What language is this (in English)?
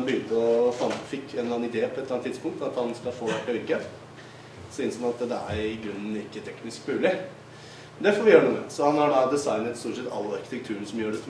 Norwegian